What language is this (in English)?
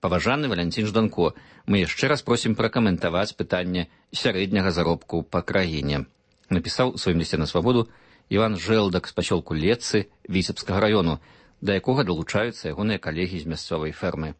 Belarusian